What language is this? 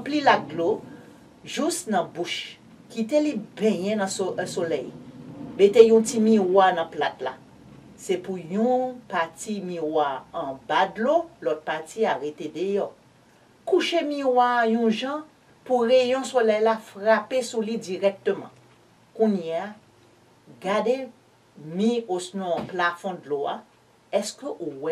Haitian Creole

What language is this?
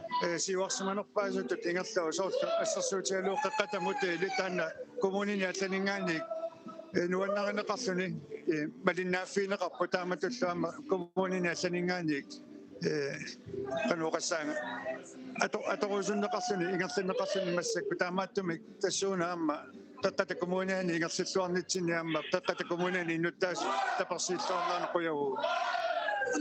Kalaallisut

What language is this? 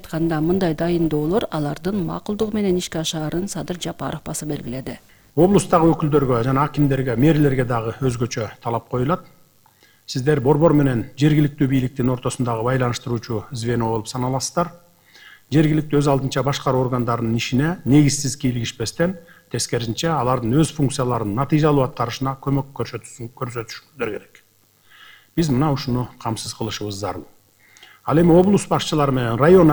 Kyrgyz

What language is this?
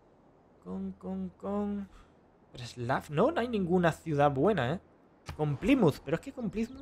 Spanish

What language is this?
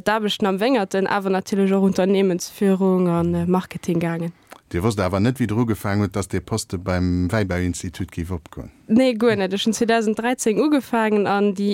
Luxembourgish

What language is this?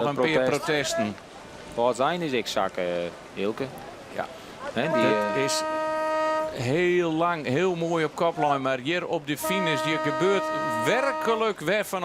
Western Frisian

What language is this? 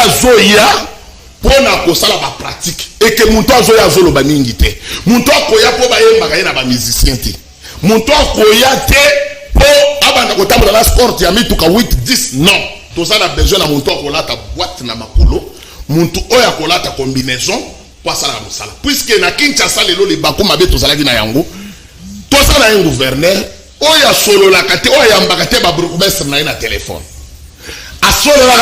Lingala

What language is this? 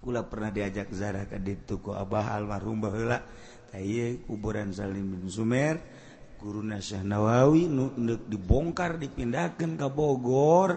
Sundanese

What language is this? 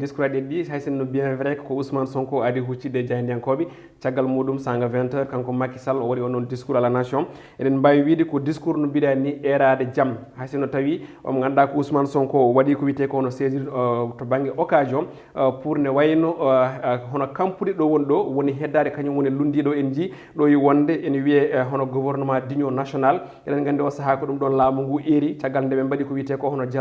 Fula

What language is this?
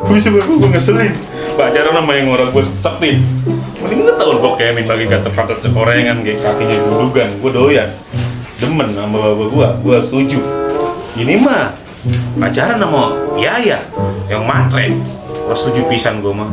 Betawi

